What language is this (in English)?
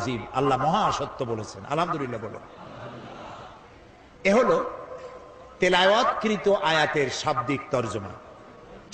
Bangla